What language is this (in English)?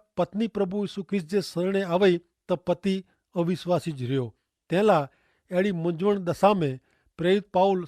Kachhi